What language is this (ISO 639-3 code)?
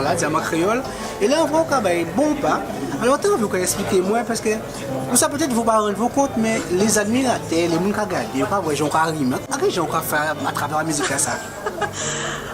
gcf